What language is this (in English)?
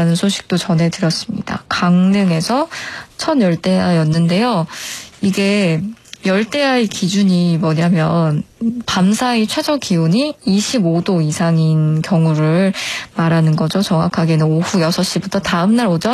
Korean